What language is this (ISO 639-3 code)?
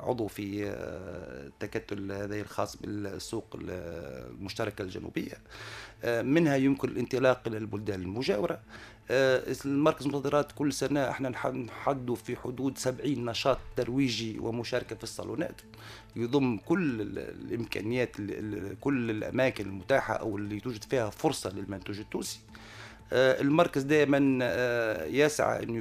aeb